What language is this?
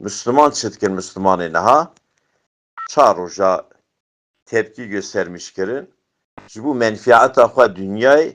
Kurdish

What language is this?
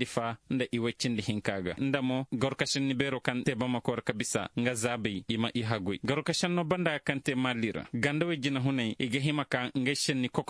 Zarma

